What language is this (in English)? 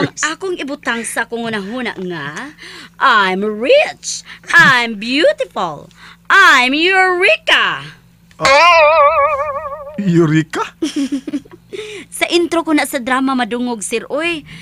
Cebuano